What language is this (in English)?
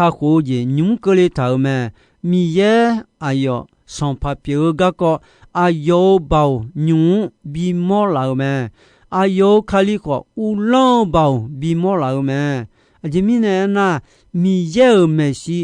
Akha